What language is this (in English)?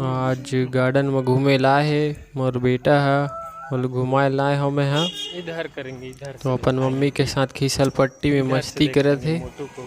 Chhattisgarhi